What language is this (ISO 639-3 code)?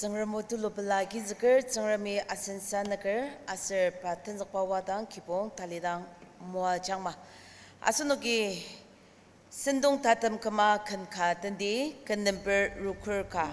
njo